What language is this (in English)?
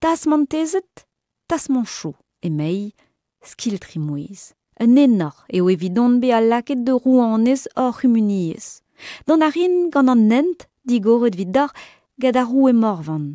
Breton